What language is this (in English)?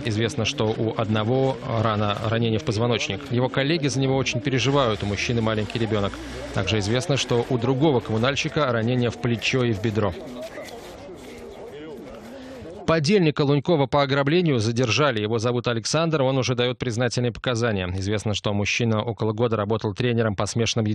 Russian